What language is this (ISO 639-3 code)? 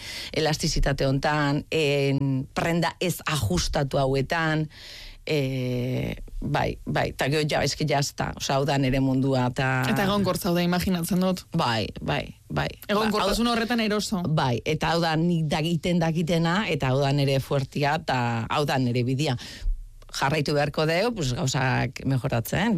eus